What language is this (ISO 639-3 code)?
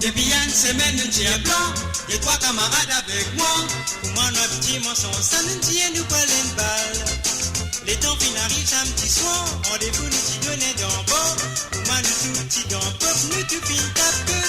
mfe